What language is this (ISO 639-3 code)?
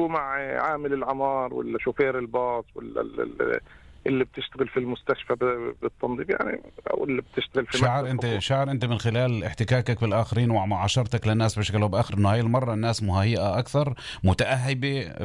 apc